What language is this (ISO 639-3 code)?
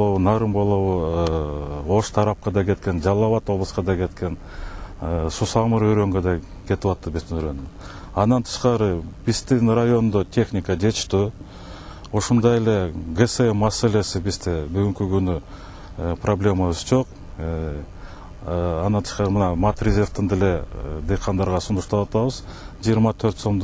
kir